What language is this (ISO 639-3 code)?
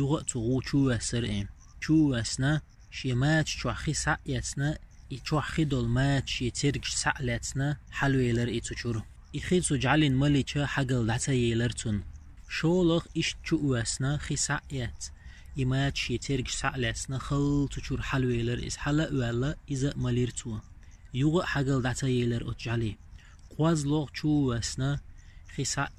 che